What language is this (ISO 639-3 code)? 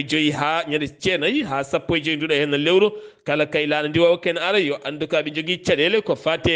ful